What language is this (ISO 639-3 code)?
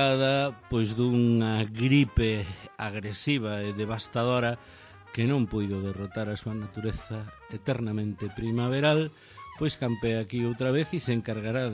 glg